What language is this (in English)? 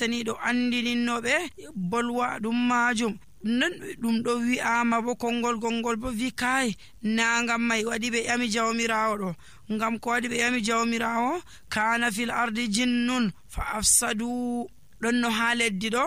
Nigerian Fulfulde